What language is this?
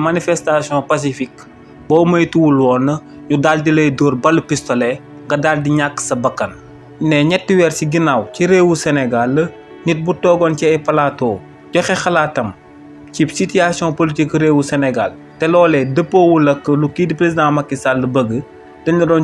Wolof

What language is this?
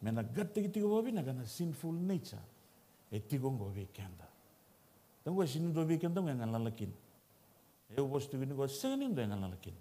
Fijian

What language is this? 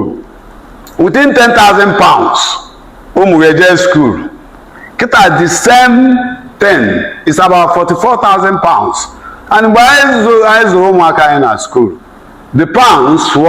Igbo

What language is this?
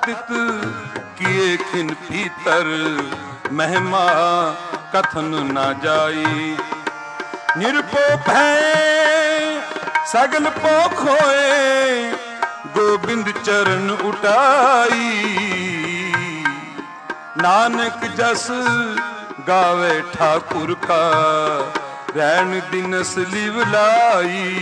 Punjabi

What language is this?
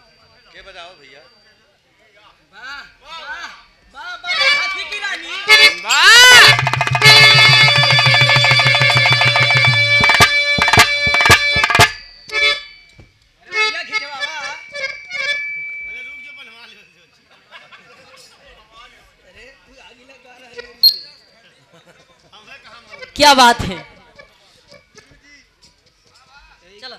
Bhojpuri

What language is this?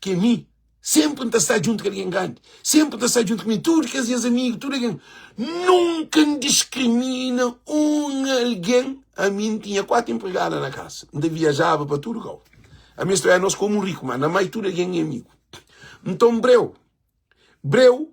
Kabuverdianu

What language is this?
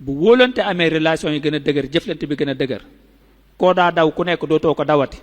Wolof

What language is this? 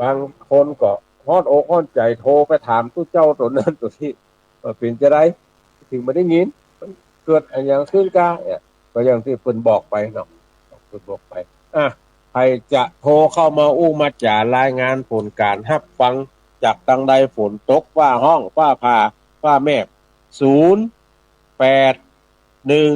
Northern Thai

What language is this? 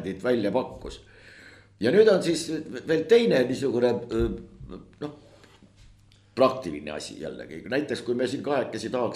Estonian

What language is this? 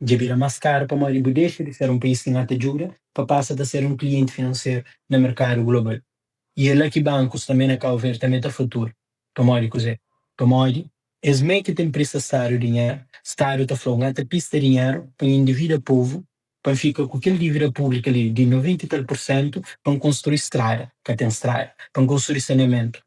Kabuverdianu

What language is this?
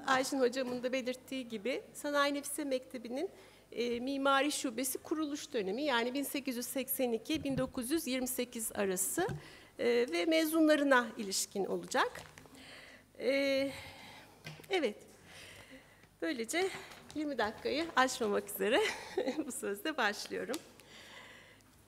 Turkish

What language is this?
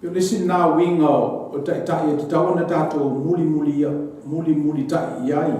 Samoan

